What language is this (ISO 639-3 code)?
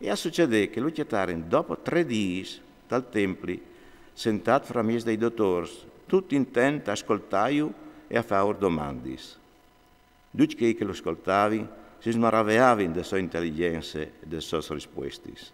fur